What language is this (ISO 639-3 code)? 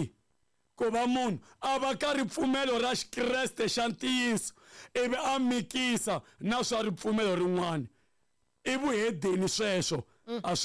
tso